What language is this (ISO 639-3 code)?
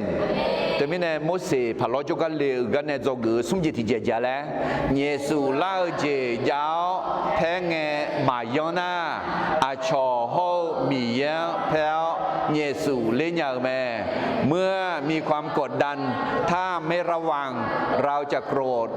ahk